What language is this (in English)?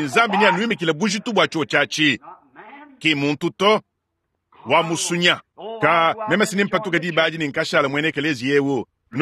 Luba-Lulua